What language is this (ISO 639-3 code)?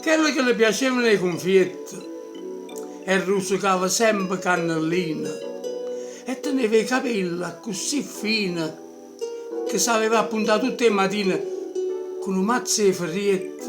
nap